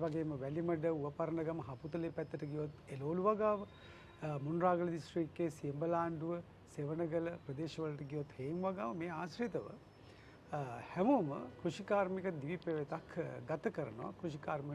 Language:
Sinhala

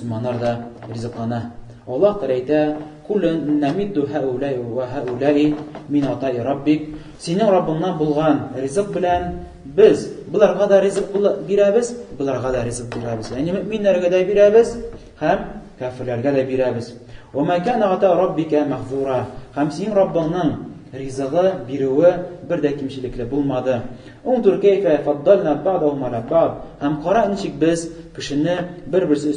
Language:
Tatar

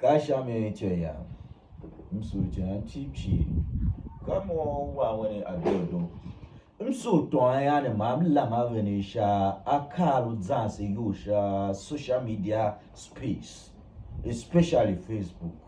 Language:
Tiv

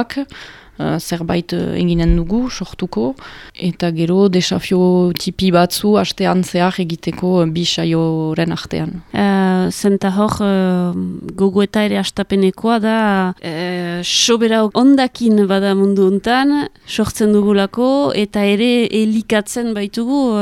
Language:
Basque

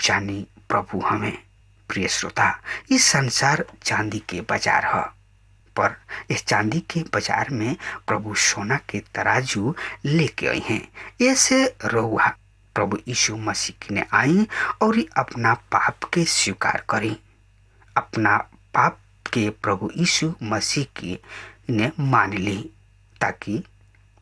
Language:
Bhojpuri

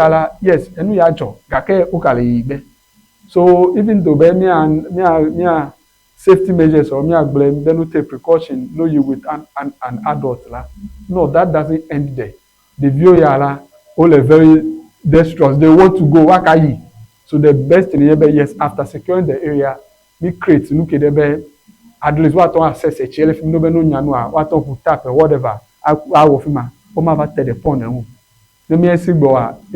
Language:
Ewe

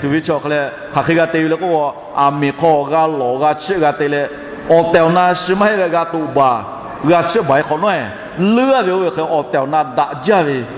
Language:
Lahu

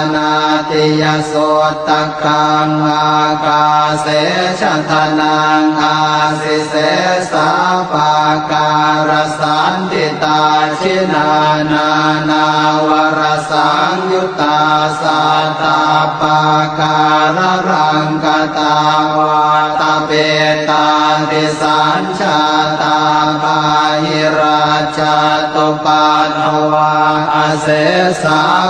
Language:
Pali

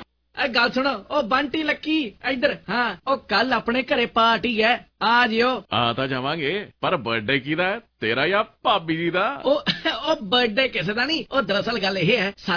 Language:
Punjabi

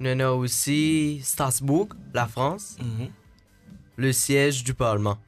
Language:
Morisyen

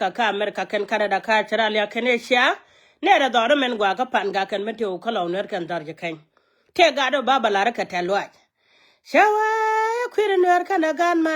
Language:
Nuer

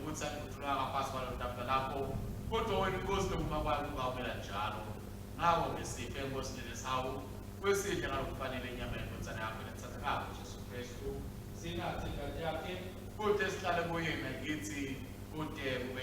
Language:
Swati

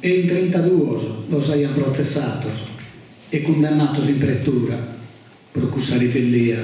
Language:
Sardinian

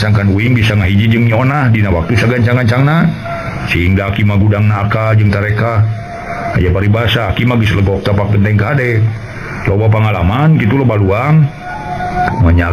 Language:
Sundanese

